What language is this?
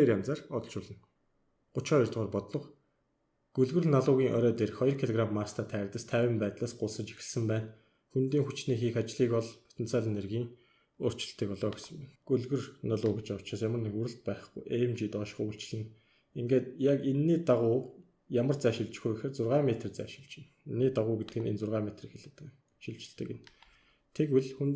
Mongolian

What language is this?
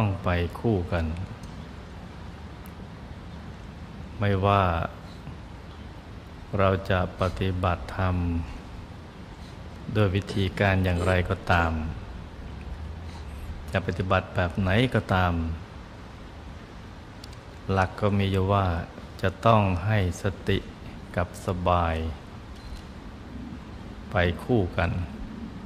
Thai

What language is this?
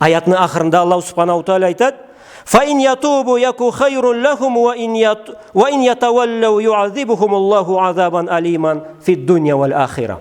Karachay-Balkar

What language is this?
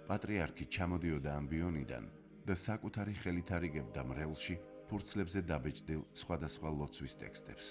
Georgian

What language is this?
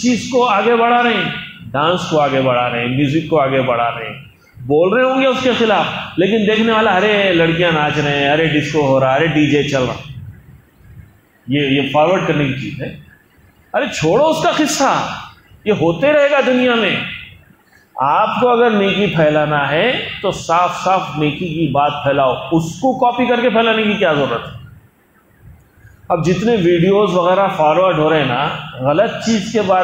Urdu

